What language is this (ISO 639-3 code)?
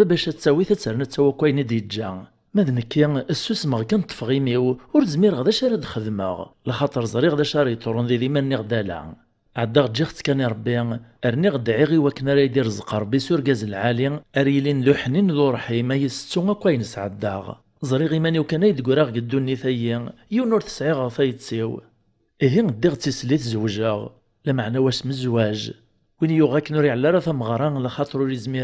kab